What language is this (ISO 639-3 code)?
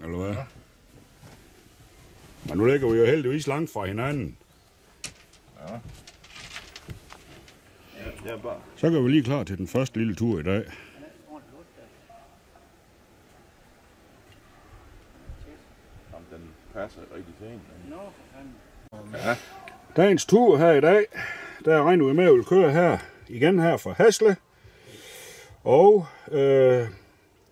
dan